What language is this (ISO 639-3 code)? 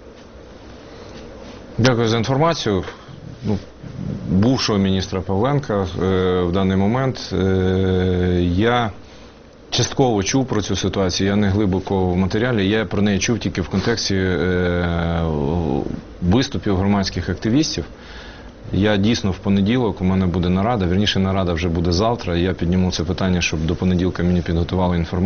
ukr